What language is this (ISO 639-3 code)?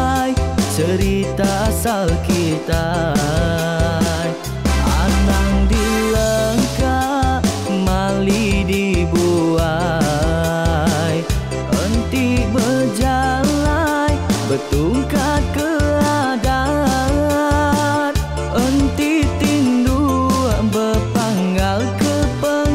iba